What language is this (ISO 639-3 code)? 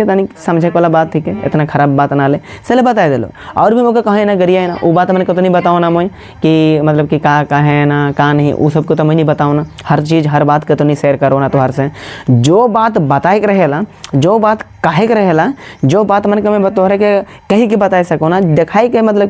sck